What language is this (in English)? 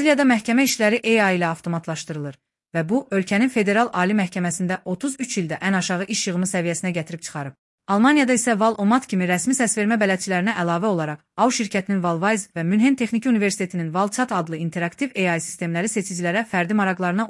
Azerbaijani